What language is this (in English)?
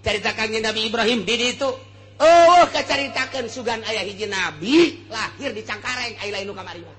Sundanese